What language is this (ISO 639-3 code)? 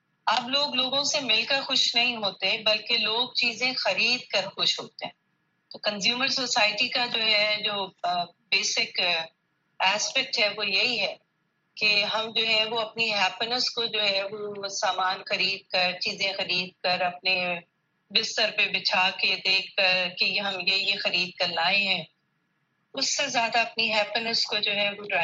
urd